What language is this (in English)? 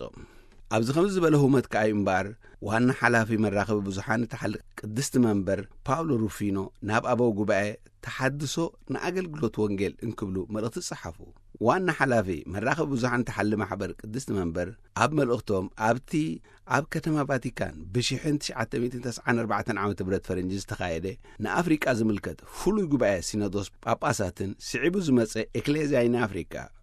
Tigrinya